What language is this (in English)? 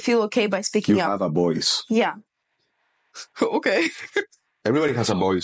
English